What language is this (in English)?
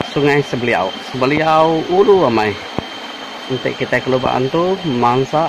Iban